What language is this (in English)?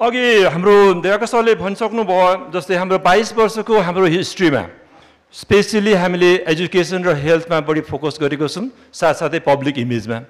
Nepali